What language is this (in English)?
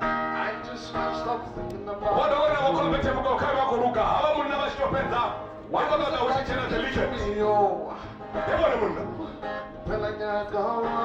Venda